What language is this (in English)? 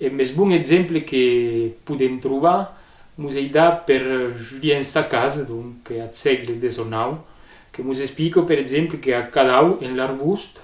Occitan